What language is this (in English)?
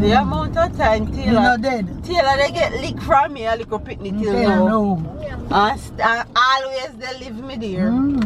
Jamaican Creole English